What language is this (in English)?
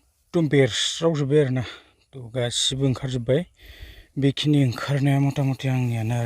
Bodo